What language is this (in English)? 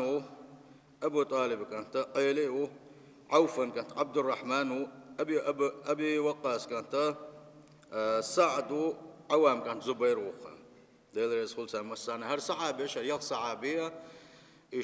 Chechen